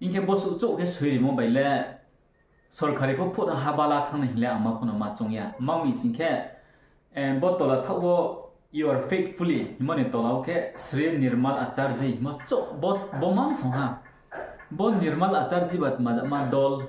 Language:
Riang (India)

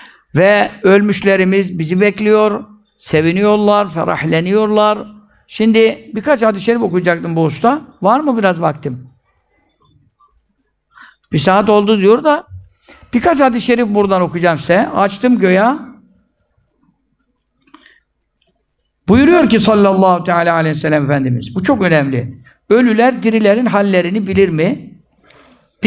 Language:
Turkish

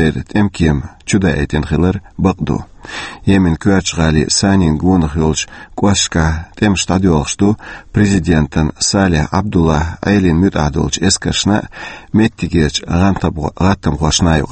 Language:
Chechen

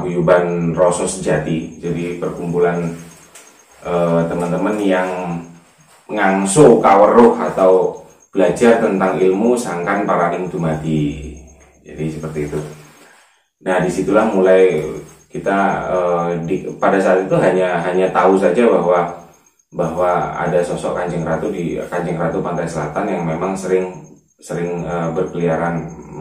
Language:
Indonesian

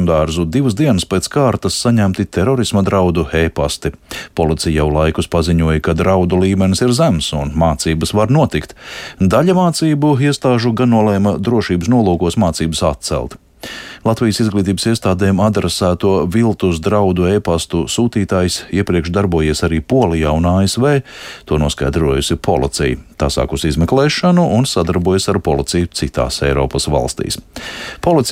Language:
Latvian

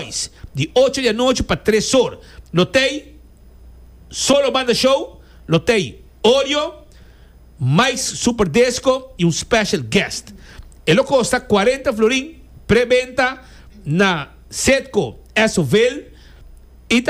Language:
Papiamento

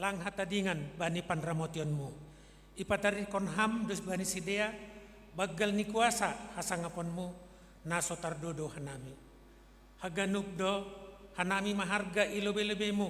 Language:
Batak Simalungun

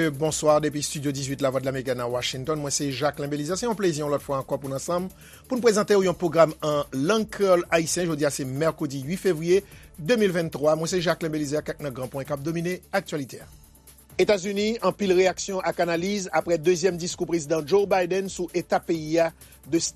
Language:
Haitian Creole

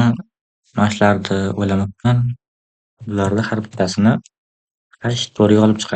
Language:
Uzbek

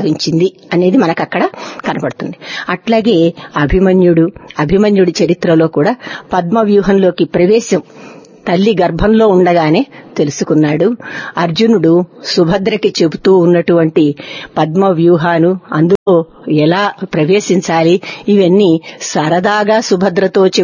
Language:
Telugu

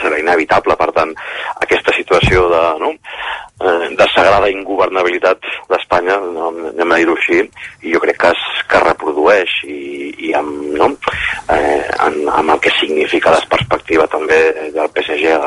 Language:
Catalan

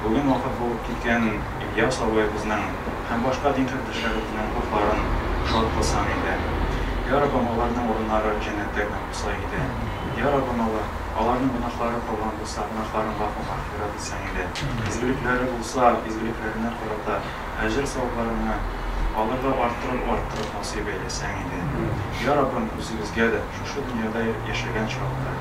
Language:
Tatar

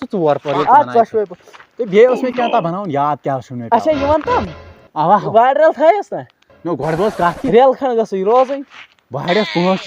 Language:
Kashmiri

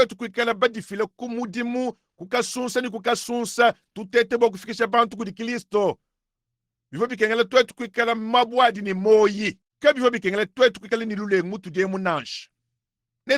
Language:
Luba-Lulua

